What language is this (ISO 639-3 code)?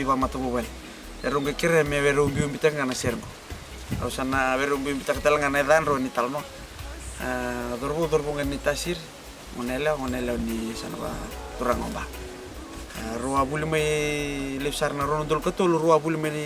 fij